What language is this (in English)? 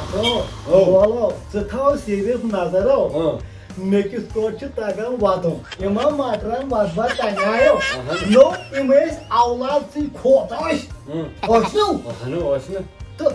Kashmiri